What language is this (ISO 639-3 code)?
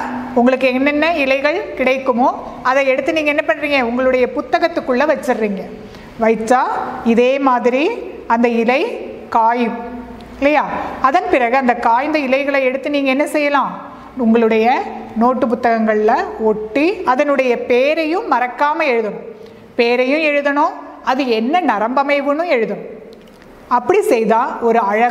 tam